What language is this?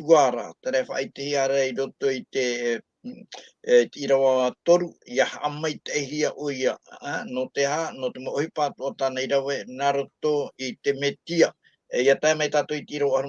Tahitian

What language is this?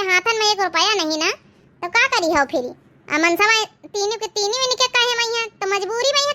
Awadhi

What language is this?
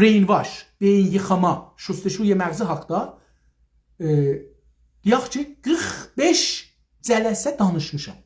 South Azerbaijani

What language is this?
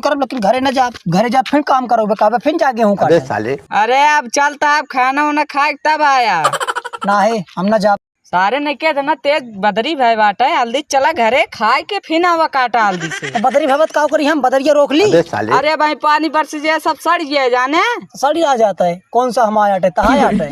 Awadhi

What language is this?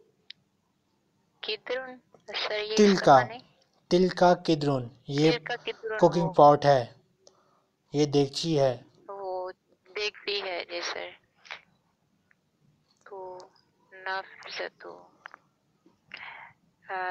Urdu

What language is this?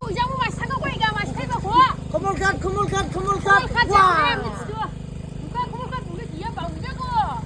Dimasa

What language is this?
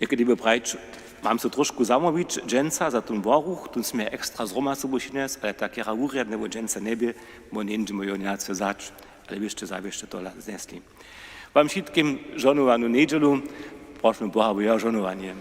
Upper Sorbian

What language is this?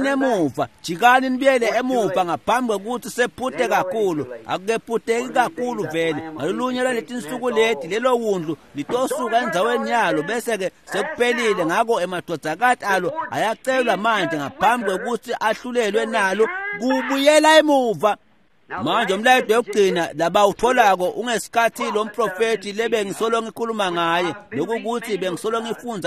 Swati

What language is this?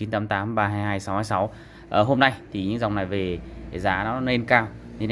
Vietnamese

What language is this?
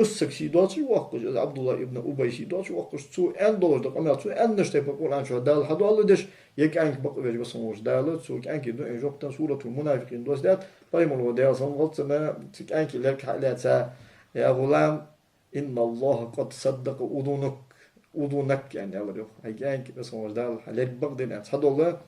Ingush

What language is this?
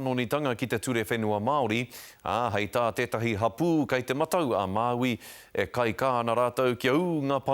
Māori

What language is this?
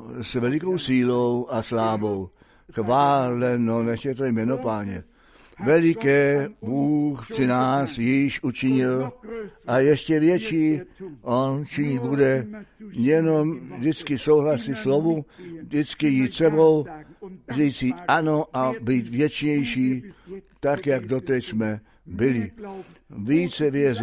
Czech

